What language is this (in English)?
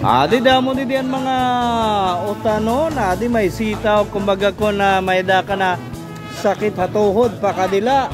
Waray